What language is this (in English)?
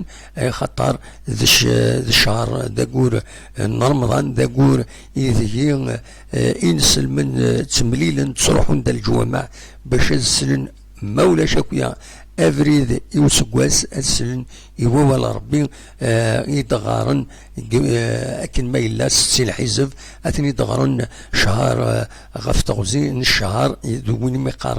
Kabyle